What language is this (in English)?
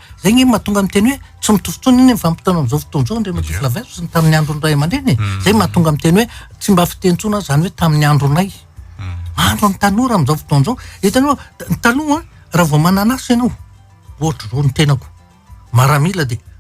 Malagasy